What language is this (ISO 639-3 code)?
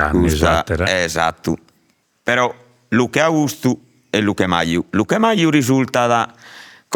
srd